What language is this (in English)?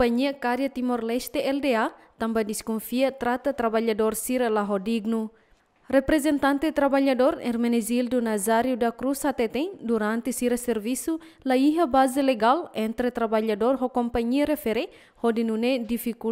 Tetum